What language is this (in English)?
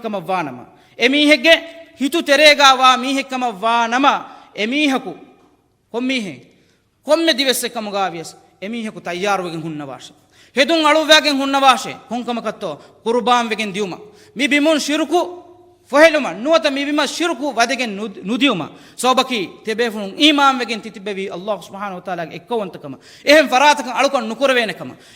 Divehi